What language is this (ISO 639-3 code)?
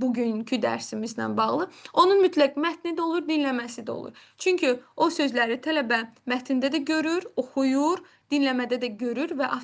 aze